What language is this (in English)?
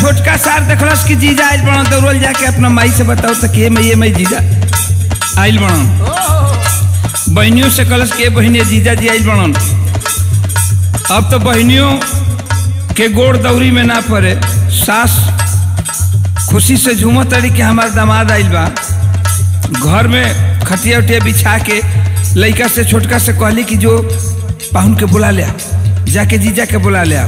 Bhojpuri